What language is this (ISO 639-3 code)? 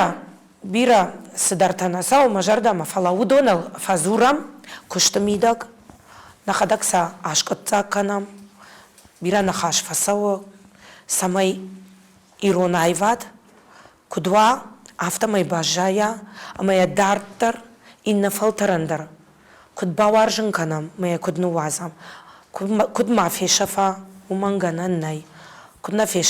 oss